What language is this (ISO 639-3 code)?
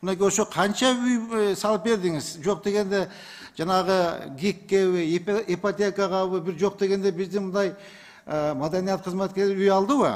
kir